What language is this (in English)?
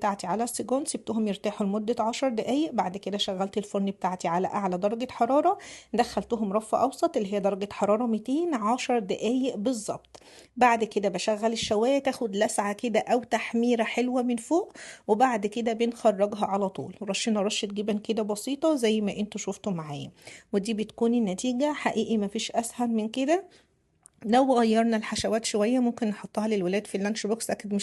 Egyptian Arabic